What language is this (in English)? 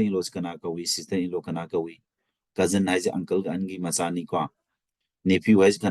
Manipuri